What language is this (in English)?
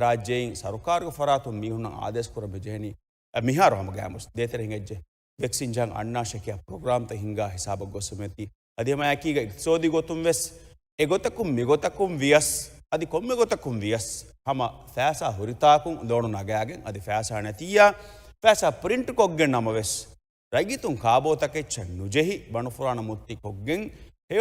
Divehi